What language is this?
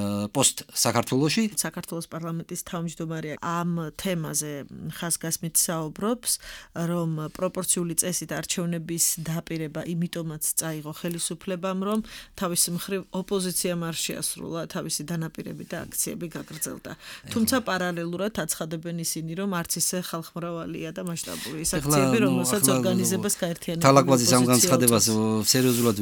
Georgian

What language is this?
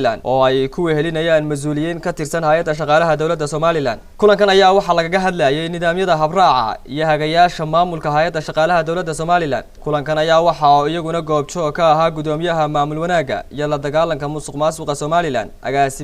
Somali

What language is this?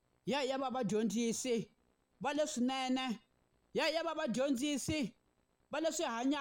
Tsonga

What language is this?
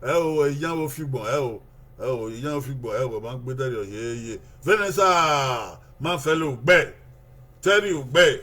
Bini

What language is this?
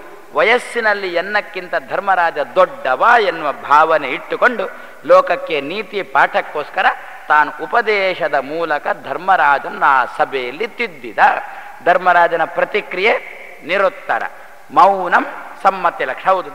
Kannada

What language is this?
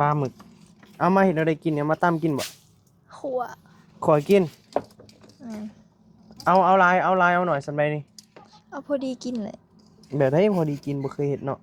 Northeastern Thai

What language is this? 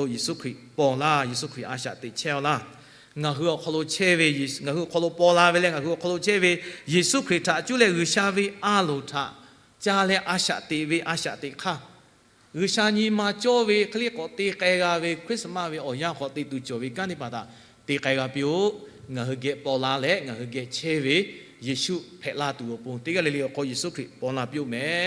Lahu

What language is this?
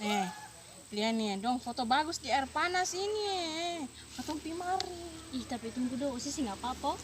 Ambonese Malay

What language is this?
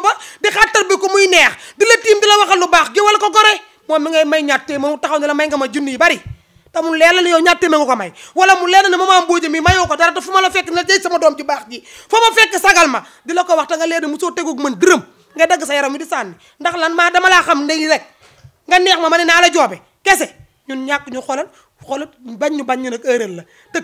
Wolof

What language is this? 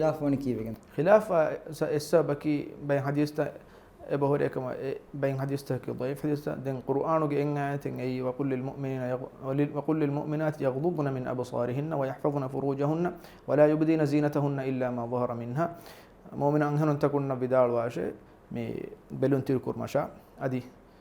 Divehi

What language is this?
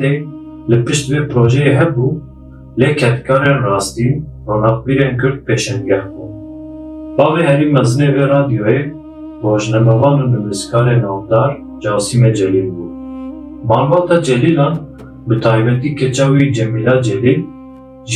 Kurdish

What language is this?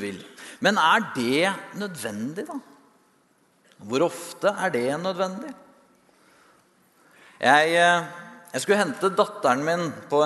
Norwegian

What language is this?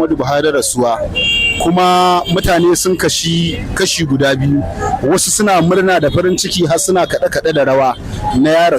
Hausa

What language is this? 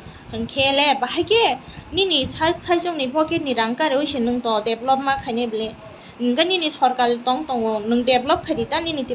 Kok Borok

